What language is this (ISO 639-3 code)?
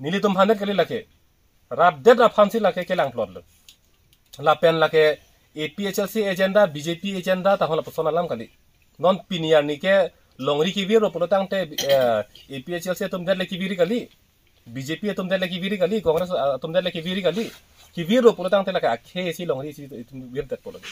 mjw